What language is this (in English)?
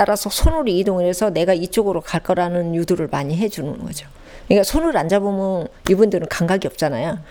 Korean